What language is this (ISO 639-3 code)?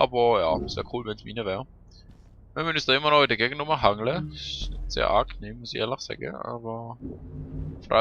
gsw